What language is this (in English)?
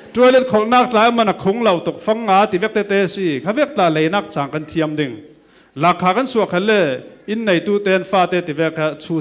Falam Chin